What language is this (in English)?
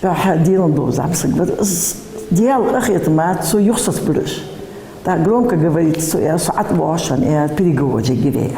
Ingush